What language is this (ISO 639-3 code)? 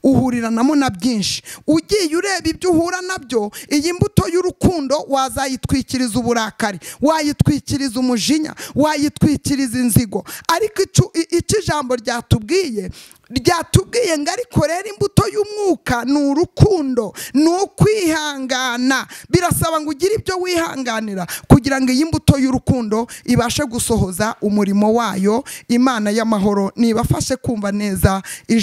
kin